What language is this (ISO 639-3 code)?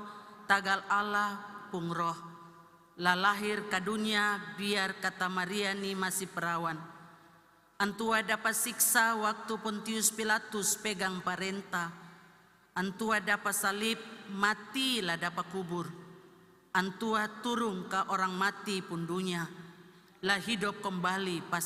abs